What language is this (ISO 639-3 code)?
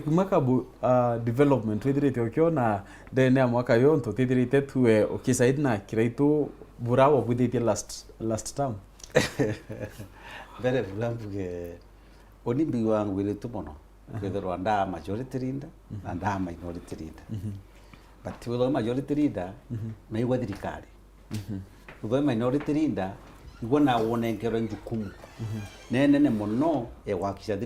mer